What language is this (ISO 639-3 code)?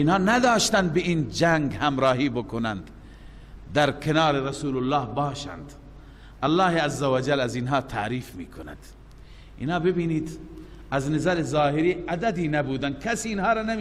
fas